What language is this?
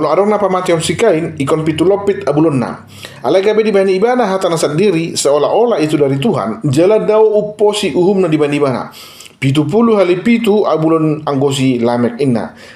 Batak Toba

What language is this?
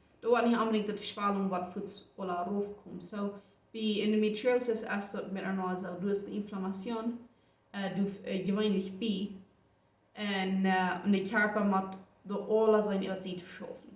Plautdietsch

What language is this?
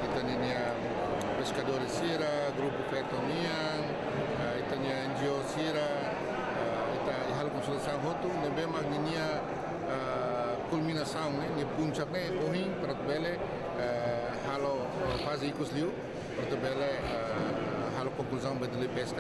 Tetum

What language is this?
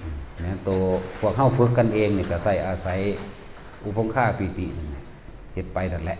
Northeastern Thai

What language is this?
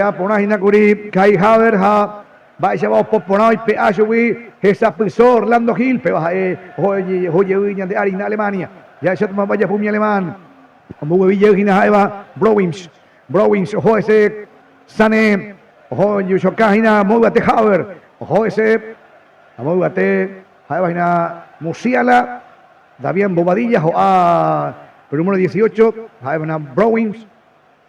Guarani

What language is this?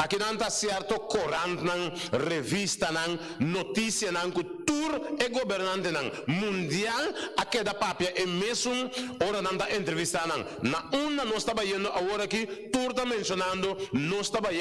Papiamento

